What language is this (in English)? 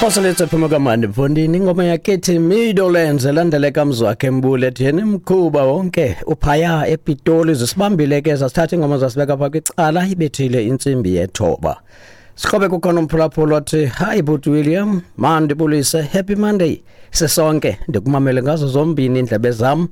Xhosa